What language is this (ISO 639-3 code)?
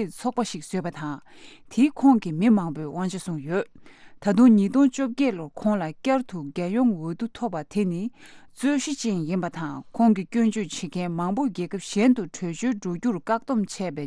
bod